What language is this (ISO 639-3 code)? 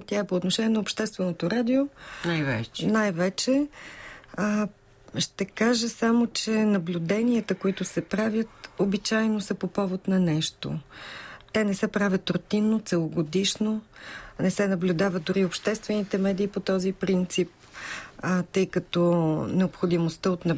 bul